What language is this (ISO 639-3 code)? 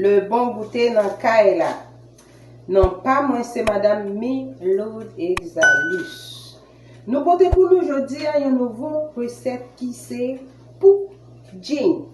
hat